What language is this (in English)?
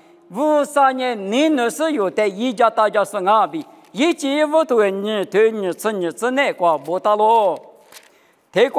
Lisu